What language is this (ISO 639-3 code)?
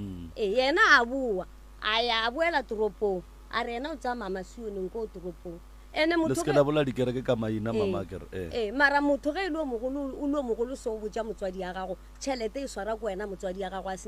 nso